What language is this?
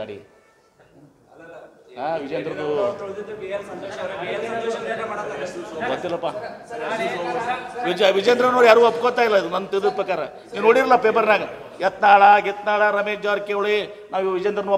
Kannada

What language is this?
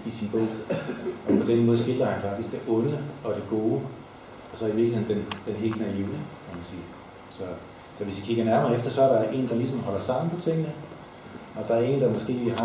Danish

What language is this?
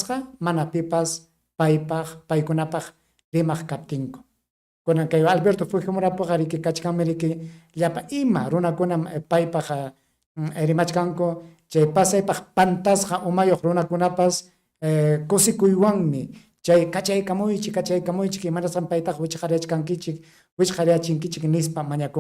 Ayacucho Quechua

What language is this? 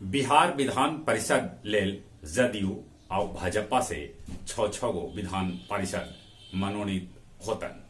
Magahi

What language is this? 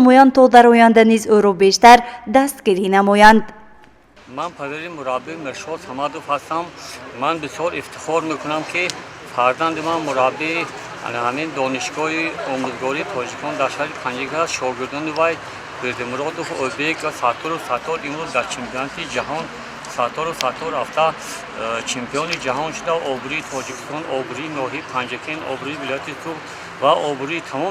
Tajik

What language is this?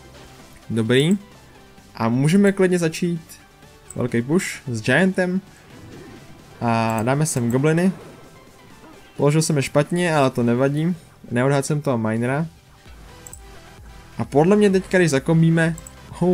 Czech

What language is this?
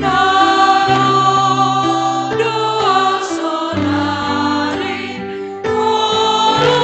Batak Simalungun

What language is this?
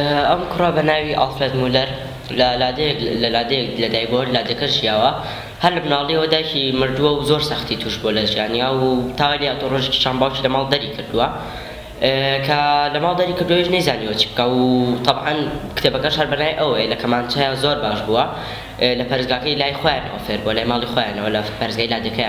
Central Kurdish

